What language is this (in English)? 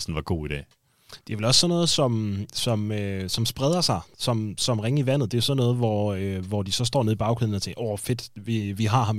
Danish